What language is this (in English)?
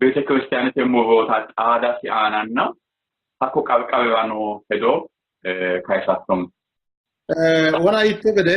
Sidamo